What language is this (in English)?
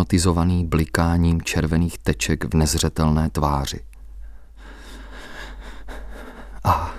Czech